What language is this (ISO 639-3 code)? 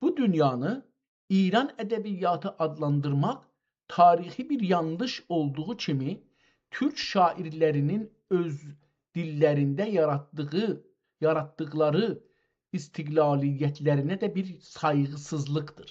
azb